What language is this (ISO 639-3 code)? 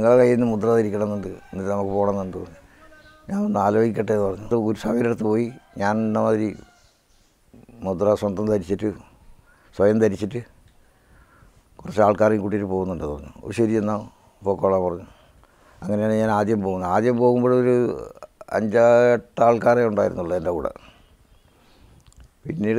mal